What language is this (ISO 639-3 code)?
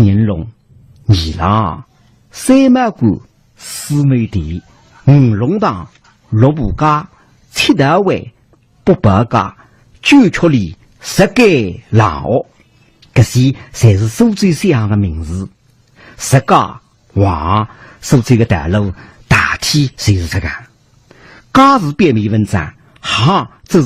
wuu